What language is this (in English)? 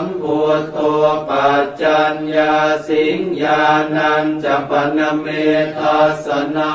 Pali